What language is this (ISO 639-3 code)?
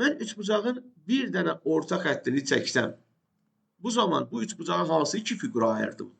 aze